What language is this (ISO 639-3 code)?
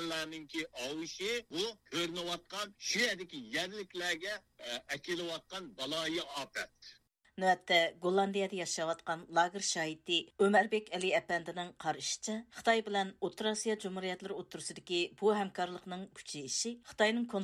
uig